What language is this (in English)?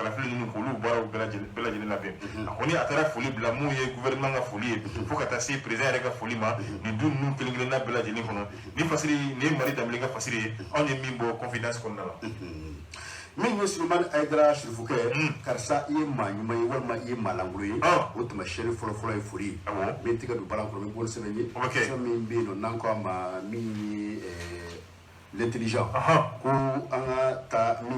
Bambara